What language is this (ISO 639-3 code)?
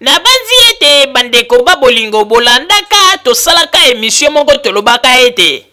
lin